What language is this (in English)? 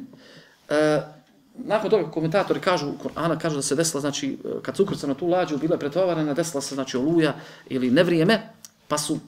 Bosnian